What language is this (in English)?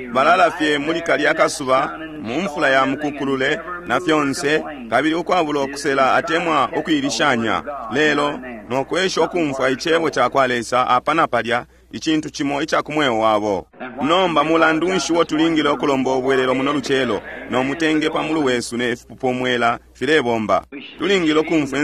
Bemba